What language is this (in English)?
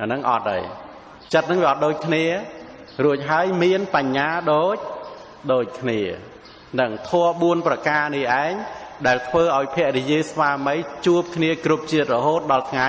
Khmer